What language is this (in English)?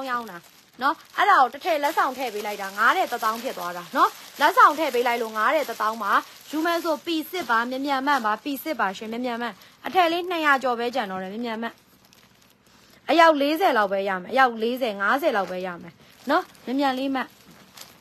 Burmese